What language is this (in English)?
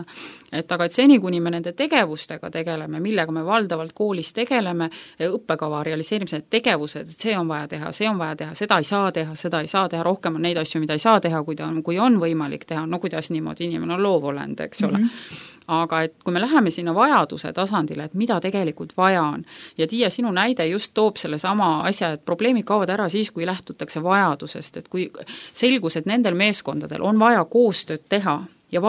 Estonian